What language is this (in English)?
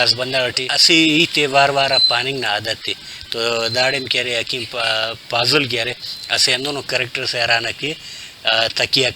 Brahui